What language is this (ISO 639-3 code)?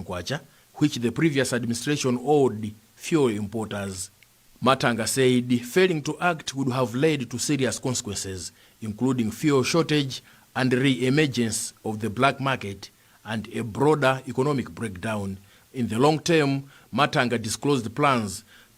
eng